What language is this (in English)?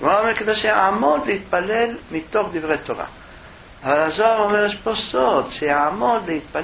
Hebrew